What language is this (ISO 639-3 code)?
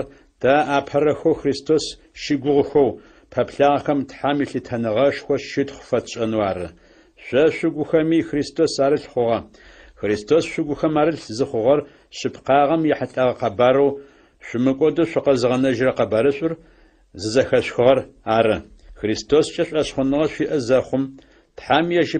ady